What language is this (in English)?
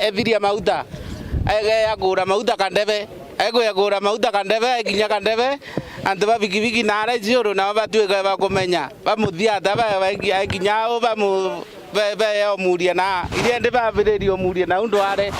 Meru